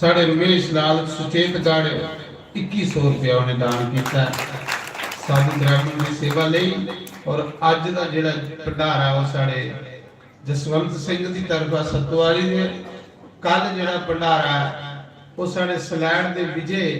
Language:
Dogri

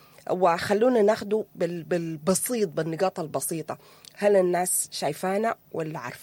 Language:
Sudanese Arabic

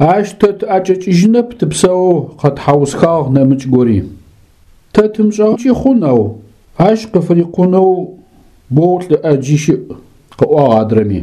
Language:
Adyghe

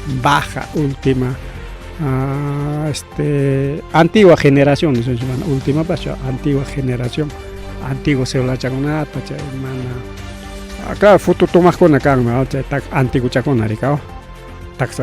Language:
Ayacucho Quechua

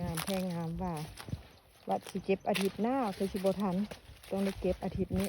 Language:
Lao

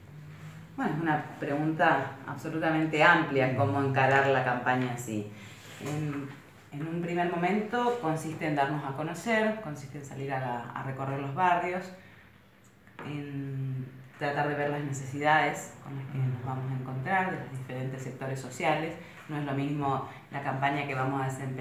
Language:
Spanish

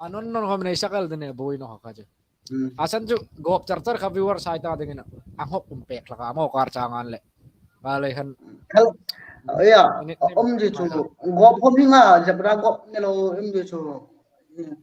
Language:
Hmar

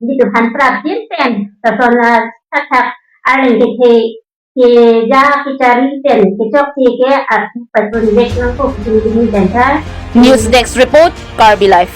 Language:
Karbi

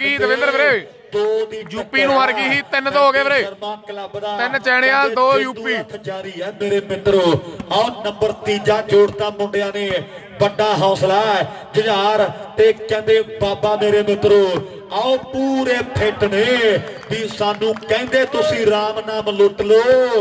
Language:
Punjabi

